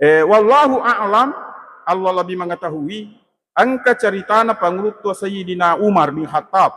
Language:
Buginese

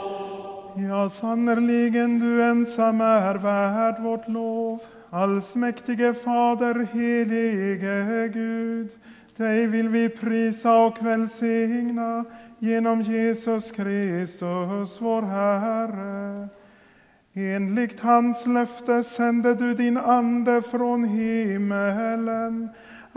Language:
Swedish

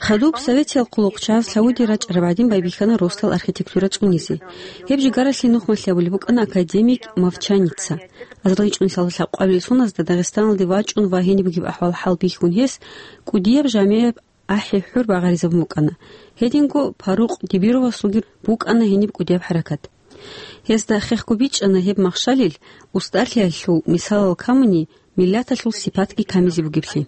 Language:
Avaric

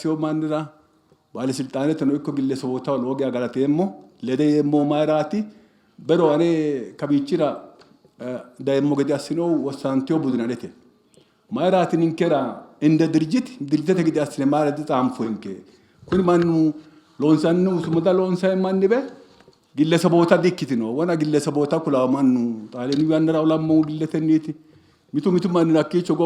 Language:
Sidamo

